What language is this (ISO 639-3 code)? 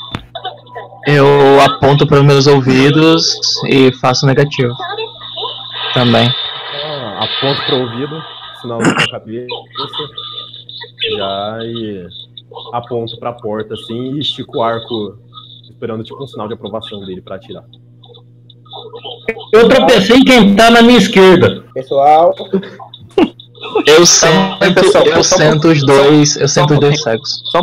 por